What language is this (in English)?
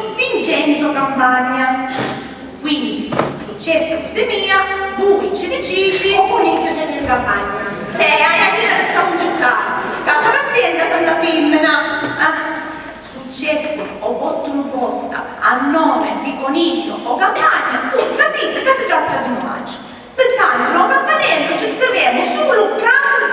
Sicilian